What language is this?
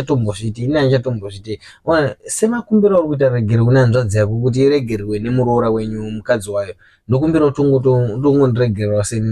Shona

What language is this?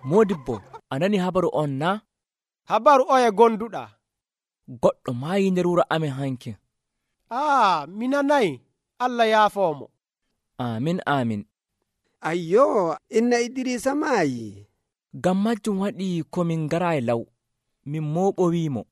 Nigerian Fulfulde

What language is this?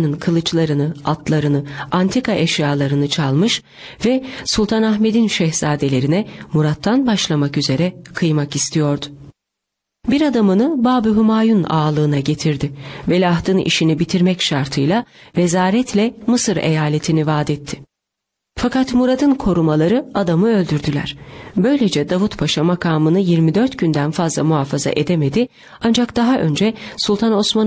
Turkish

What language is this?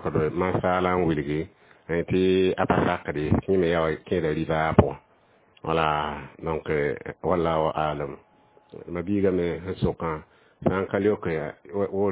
Mossi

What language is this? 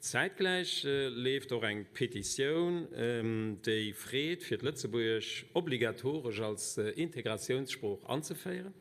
Luxembourgish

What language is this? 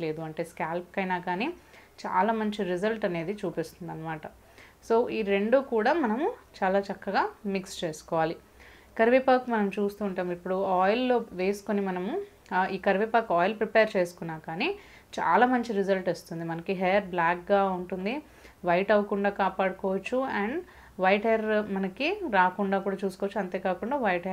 Telugu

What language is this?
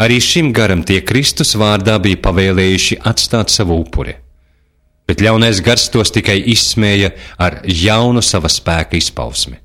Latvian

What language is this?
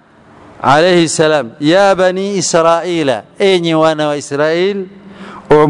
Swahili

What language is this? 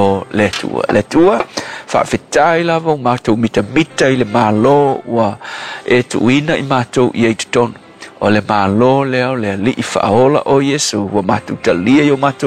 Samoan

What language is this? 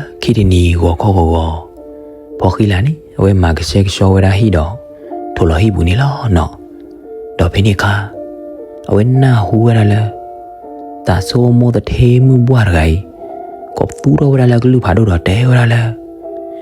S'gaw Karen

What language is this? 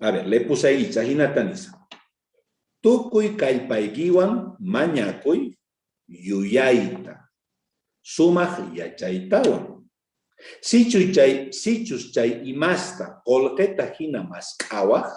South Bolivian Quechua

